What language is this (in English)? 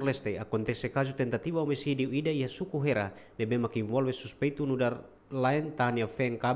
Tetum